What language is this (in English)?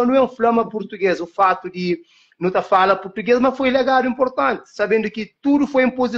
Kabuverdianu